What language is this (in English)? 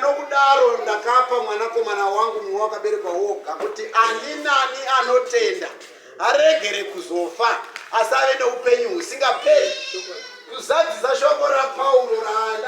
Shona